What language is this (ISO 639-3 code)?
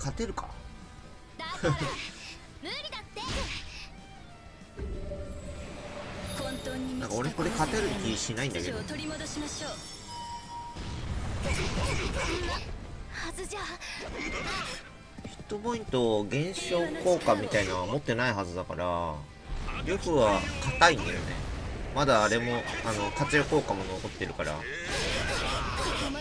jpn